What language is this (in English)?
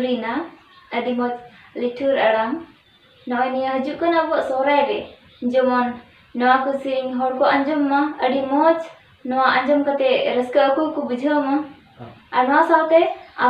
Santali